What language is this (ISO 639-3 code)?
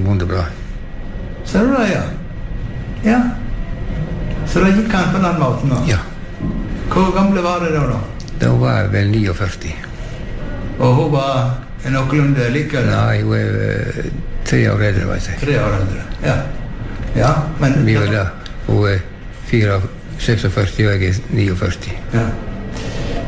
nor